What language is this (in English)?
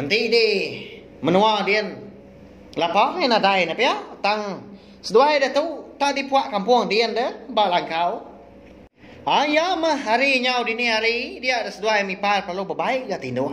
Iban